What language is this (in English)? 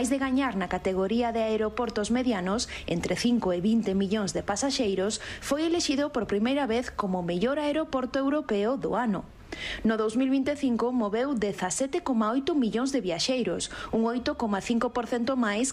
Galician